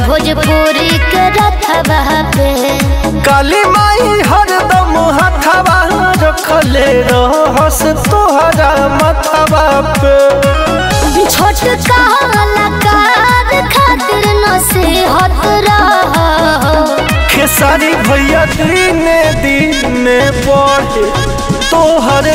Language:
Bhojpuri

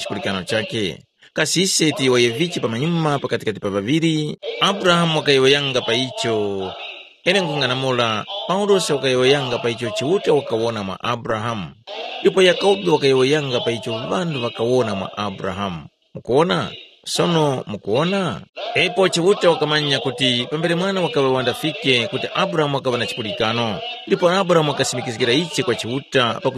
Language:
Tumbuka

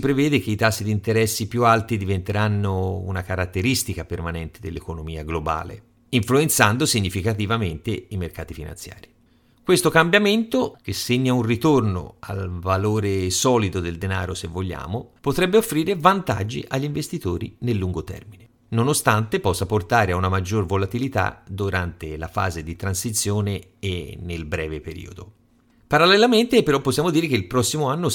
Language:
Italian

